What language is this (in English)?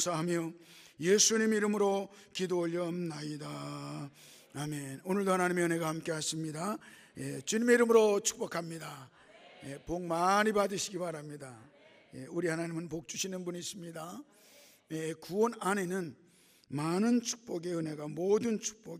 Korean